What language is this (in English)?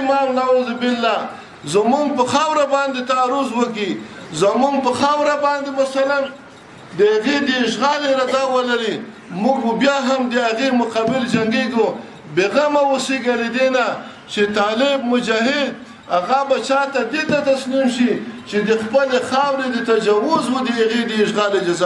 Pashto